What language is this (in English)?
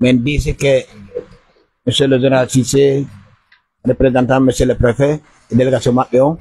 Pular